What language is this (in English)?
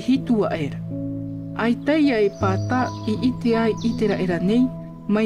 Tahitian